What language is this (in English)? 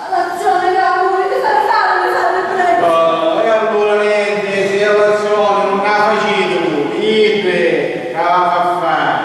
Sicilian